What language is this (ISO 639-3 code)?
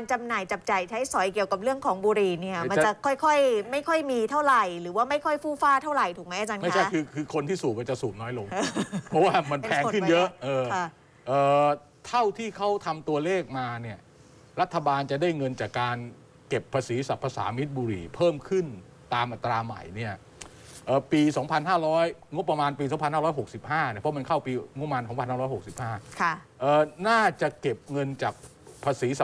tha